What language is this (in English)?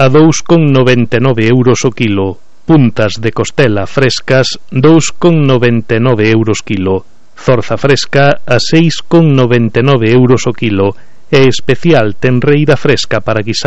Galician